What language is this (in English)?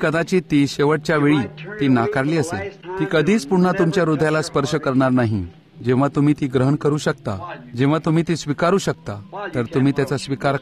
Marathi